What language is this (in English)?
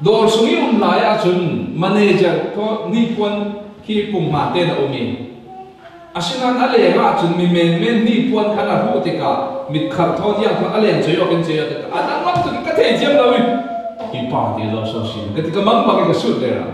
Falam Chin